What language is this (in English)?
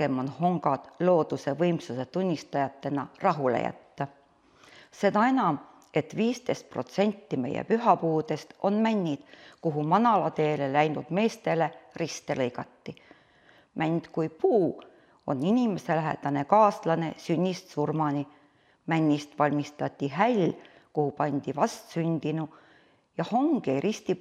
Estonian